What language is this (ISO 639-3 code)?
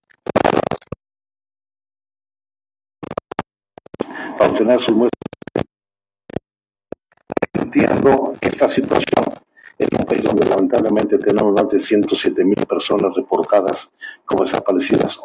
spa